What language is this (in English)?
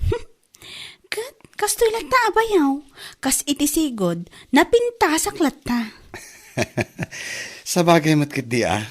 Iloko